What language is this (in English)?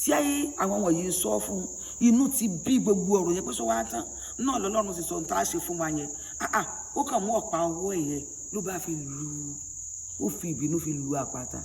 Yoruba